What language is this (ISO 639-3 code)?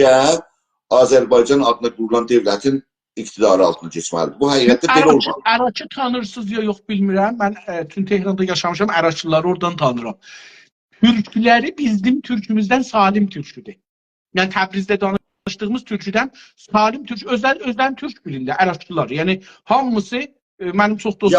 azb